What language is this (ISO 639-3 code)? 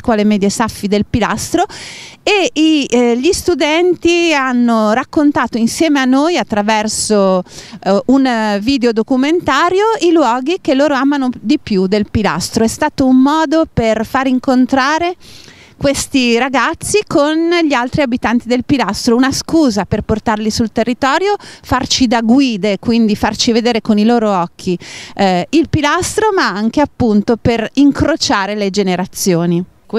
ita